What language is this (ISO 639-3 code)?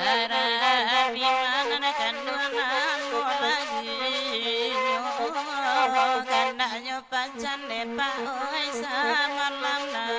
min